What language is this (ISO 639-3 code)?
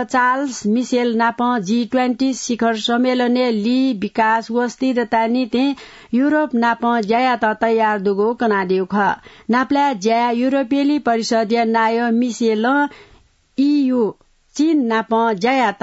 new